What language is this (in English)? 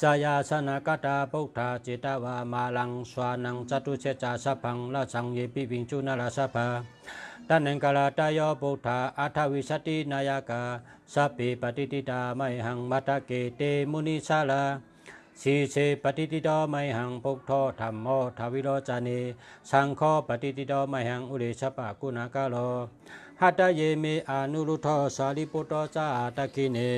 Shan